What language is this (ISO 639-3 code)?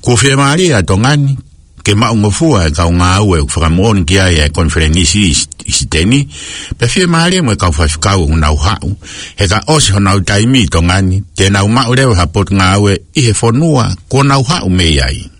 ton